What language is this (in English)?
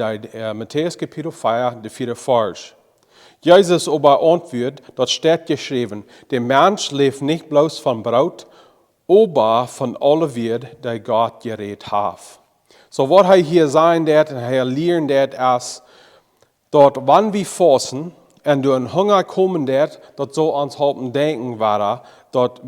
Plautdietsch